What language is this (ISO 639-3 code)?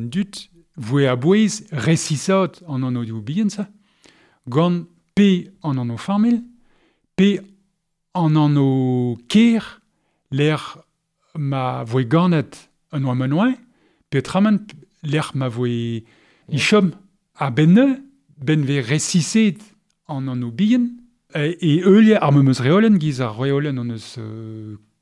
bre